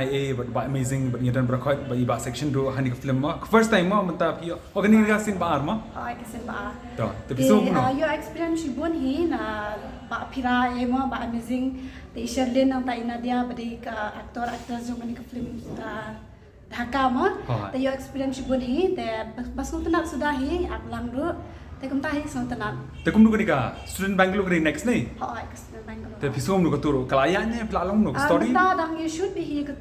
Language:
Khasi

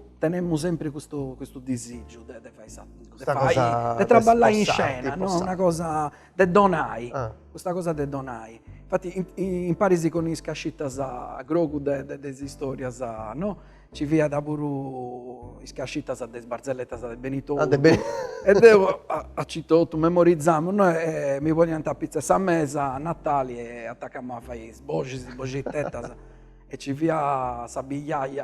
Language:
Sardinian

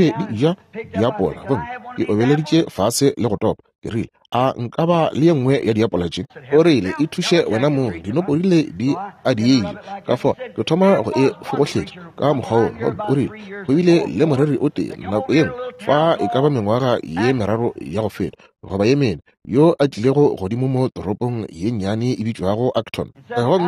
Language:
Northern Sotho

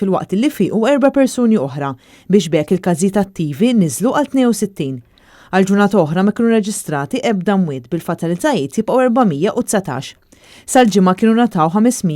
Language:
Maltese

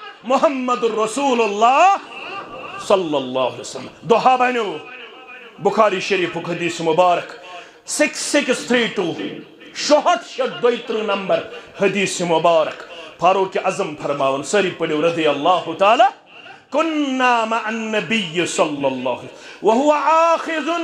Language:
Kashmiri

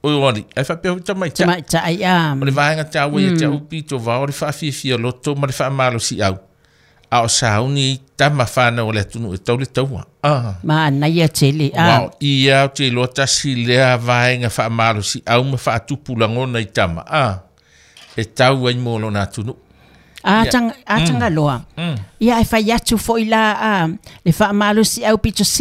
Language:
Samoan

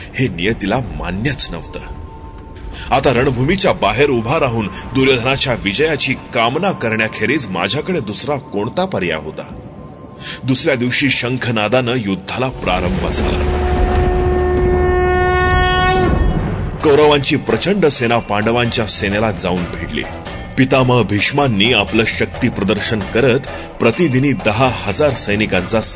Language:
Marathi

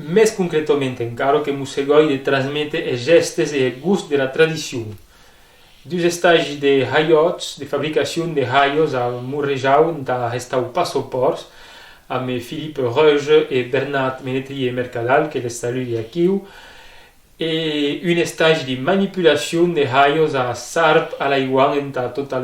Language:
Occitan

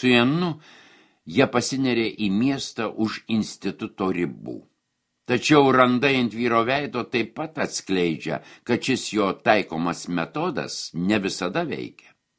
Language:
Lithuanian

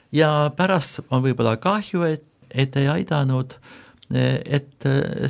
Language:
Estonian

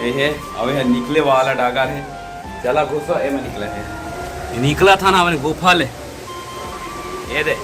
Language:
Chhattisgarhi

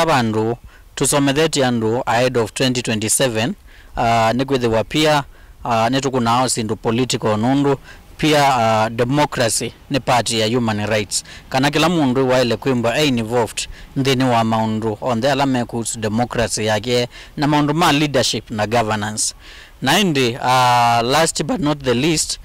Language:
Kamba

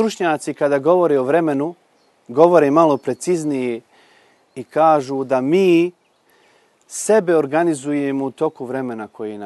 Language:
Bosnian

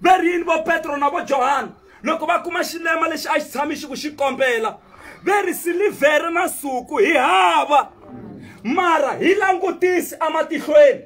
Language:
Tsonga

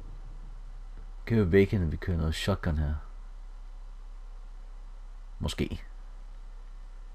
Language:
Danish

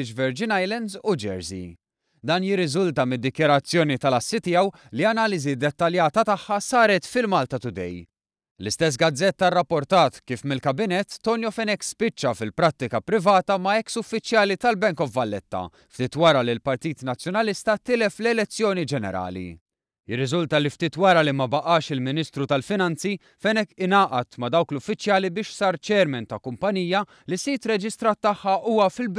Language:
Maltese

